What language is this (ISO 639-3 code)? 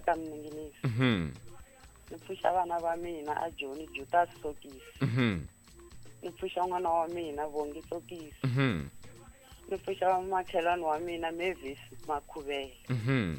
tso